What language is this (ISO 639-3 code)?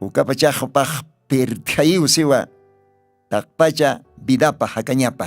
aym